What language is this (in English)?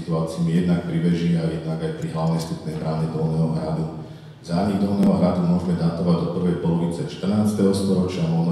Slovak